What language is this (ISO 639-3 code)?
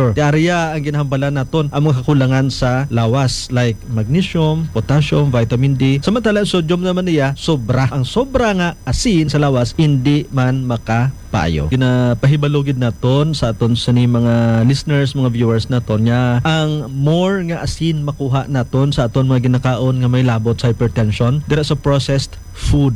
hil